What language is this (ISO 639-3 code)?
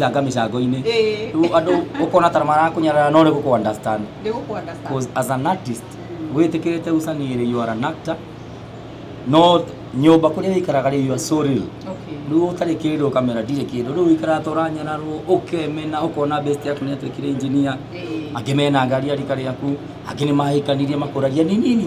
kik